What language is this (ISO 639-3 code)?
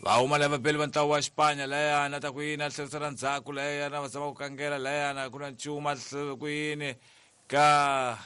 tso